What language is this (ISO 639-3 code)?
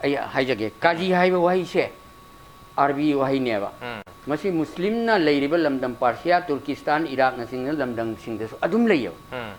mni